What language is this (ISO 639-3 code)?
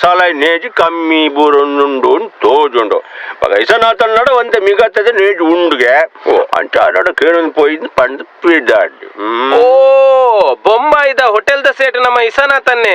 tcy